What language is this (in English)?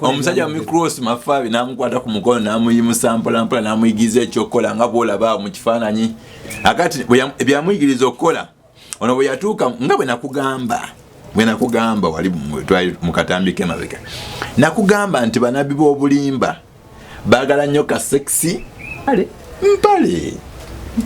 Ganda